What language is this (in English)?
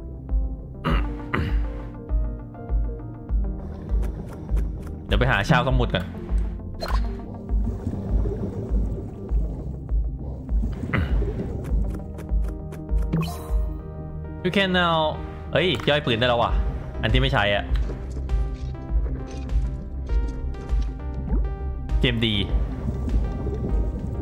Thai